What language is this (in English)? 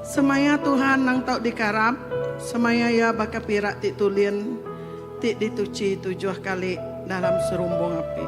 Iban